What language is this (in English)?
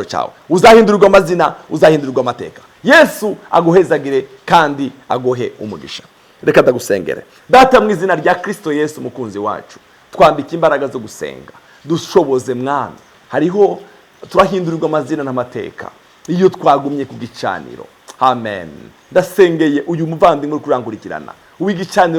Rundi